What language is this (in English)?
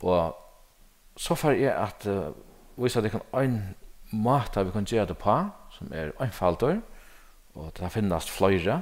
Faroese